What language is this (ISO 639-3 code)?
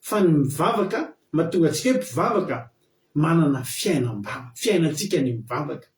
mlg